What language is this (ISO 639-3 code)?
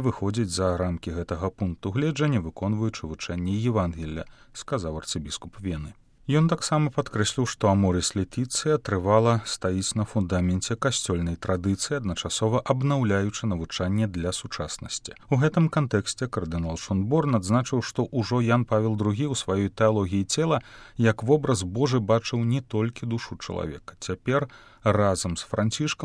bel